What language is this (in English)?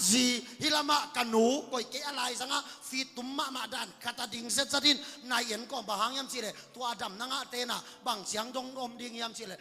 Tedim Chin